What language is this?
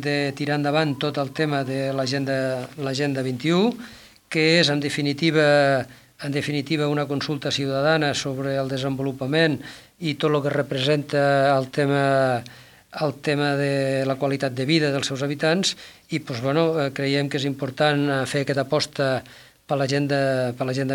Catalan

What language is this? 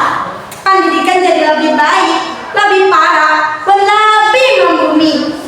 Banjar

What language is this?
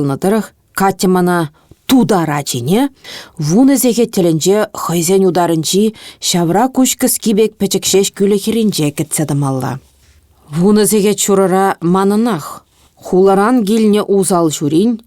Chuvash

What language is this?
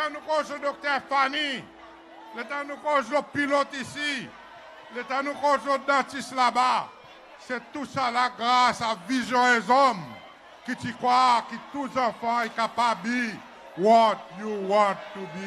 Seselwa Creole French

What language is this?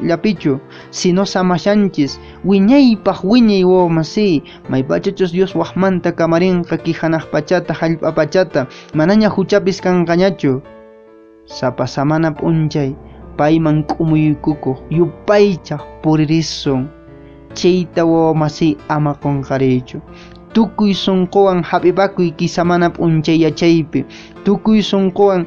Quechua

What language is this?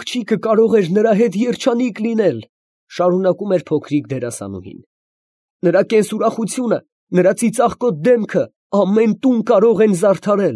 Armenian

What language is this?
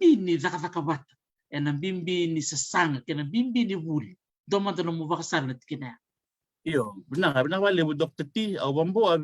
Fijian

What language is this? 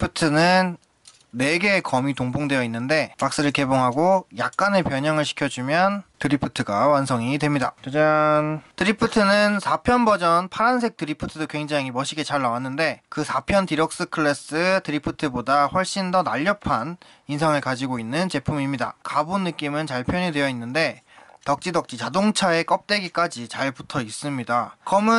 Korean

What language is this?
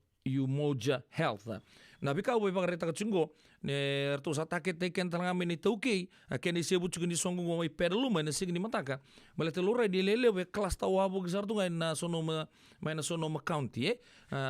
Fijian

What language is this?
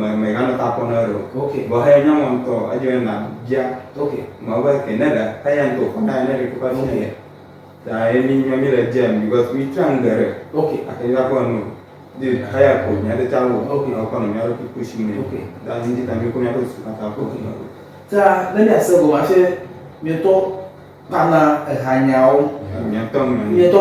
Ewe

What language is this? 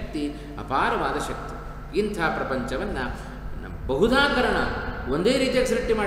Kannada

